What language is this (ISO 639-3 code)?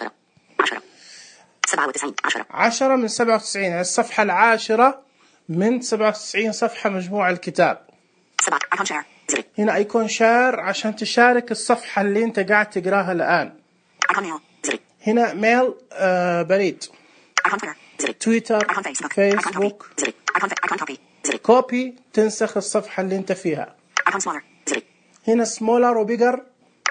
ars